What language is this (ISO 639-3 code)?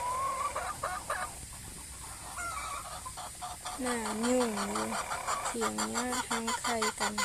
lao